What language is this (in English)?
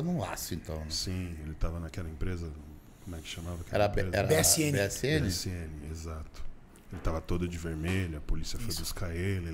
Portuguese